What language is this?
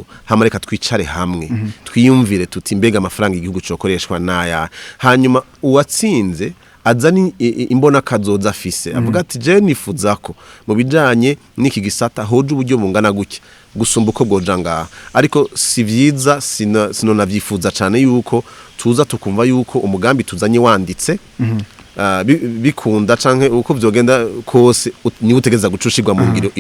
Rundi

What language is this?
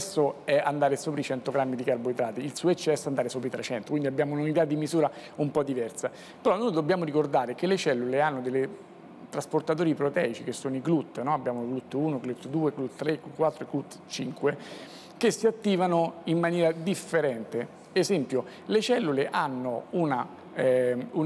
Italian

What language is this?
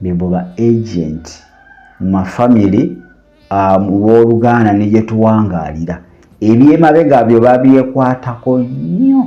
Ganda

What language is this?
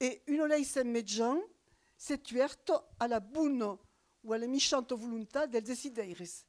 Occitan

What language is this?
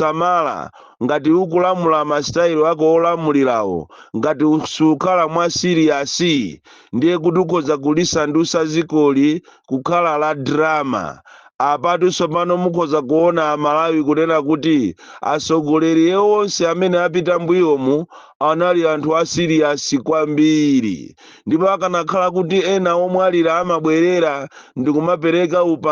Nyanja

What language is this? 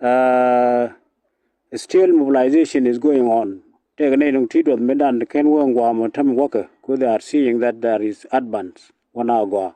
Nuer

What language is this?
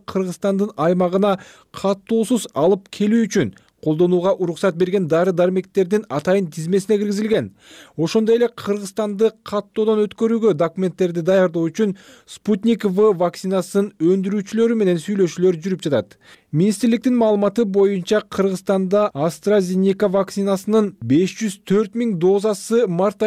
Kyrgyz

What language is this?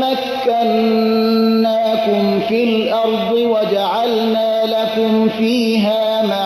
Persian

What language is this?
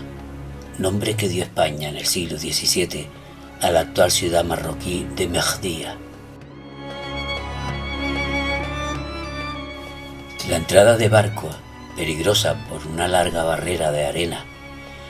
Spanish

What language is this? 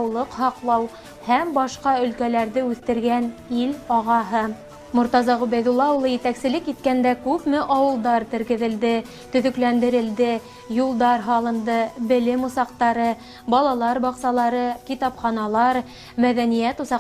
Bashkir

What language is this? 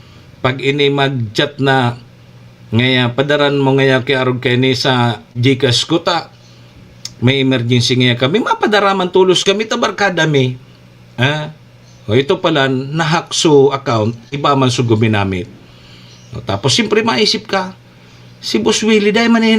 Bikol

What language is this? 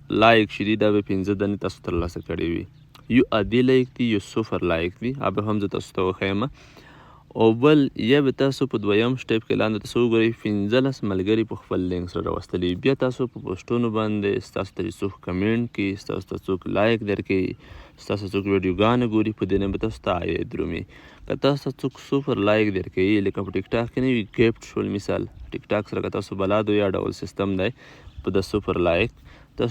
Pashto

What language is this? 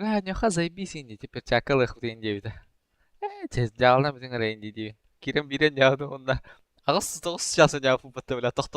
Yakut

